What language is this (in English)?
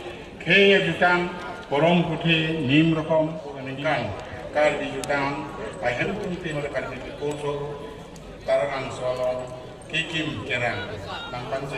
Karbi